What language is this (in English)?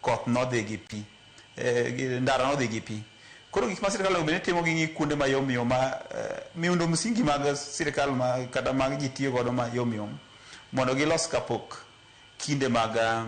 Luo (Kenya and Tanzania)